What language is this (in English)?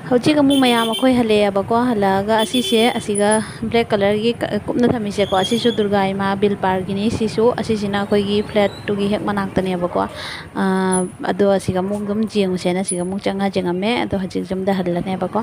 Manipuri